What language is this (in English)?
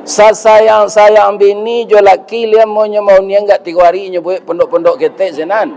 Minangkabau